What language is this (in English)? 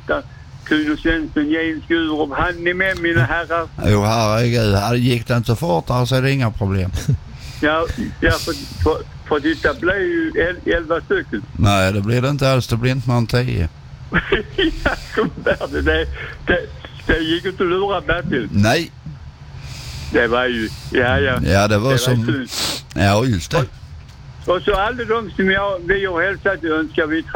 Swedish